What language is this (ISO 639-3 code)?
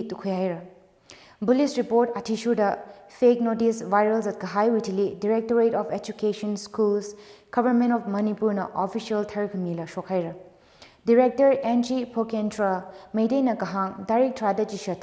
nmf